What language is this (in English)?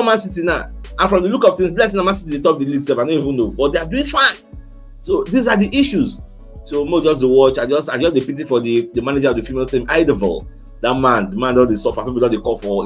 Nigerian Pidgin